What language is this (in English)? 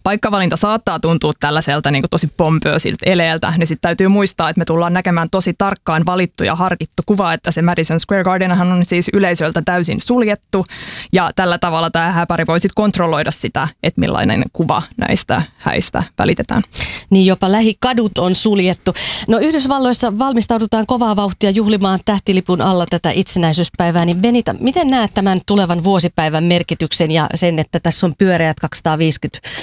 Finnish